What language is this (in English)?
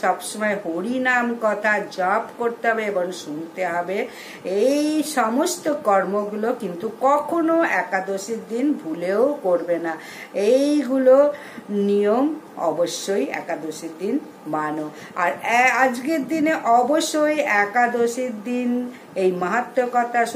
Bangla